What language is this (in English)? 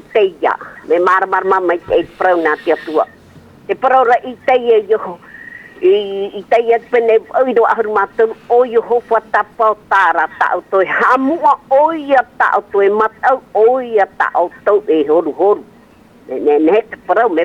Tahitian